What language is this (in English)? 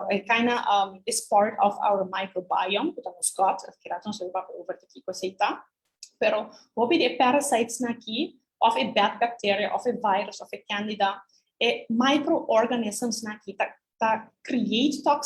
Papiamento